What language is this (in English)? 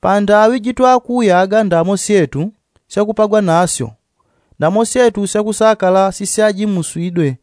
Yao